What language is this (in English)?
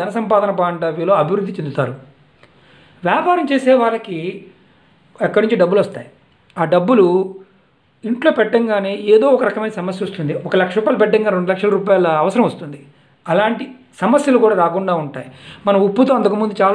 Telugu